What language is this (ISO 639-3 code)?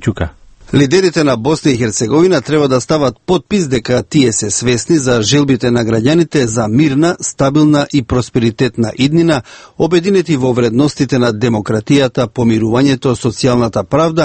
mkd